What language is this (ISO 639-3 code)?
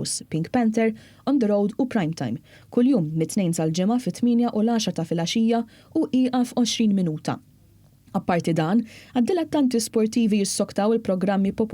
mlt